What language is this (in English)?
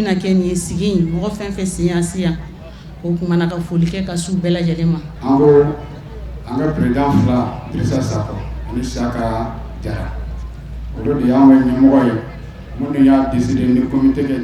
Bambara